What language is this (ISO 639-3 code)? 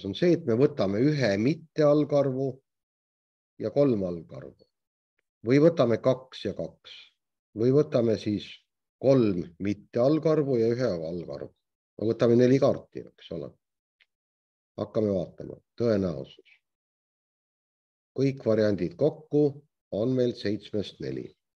est